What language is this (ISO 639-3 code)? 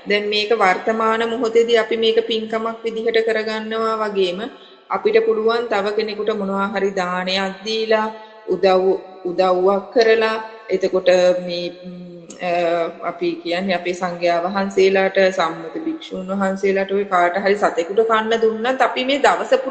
sin